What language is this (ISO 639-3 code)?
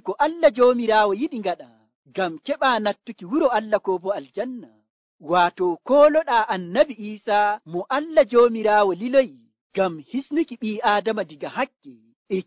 fuv